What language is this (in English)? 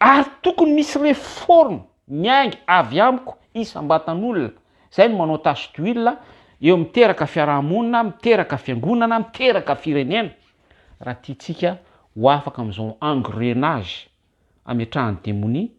Malagasy